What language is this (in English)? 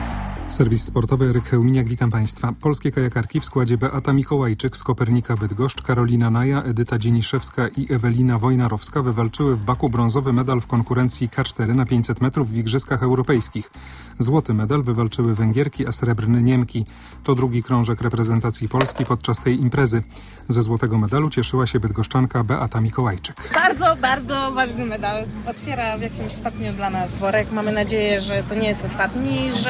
Polish